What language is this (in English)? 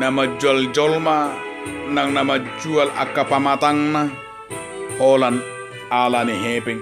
Batak Toba